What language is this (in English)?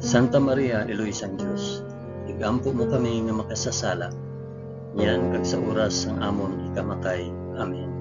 Hiligaynon